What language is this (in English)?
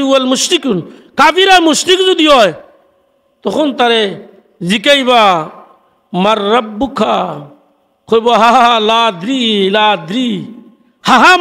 Sylheti